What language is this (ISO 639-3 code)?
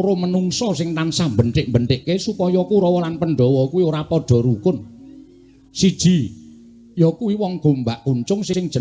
jav